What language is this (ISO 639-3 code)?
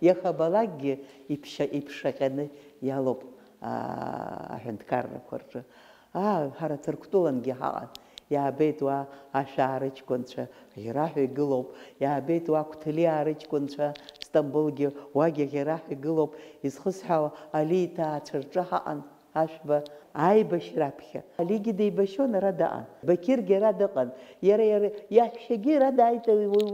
abk